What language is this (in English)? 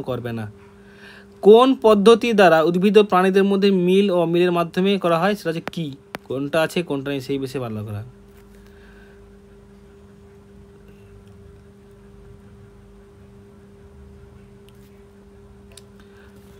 Bangla